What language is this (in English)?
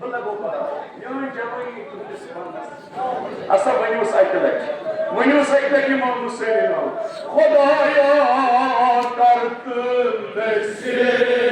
Kashmiri